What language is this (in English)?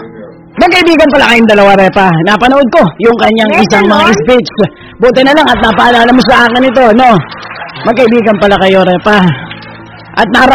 Filipino